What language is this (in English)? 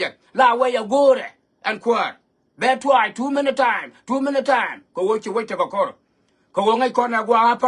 Nuer